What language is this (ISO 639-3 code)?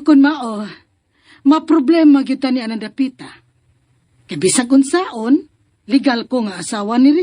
ceb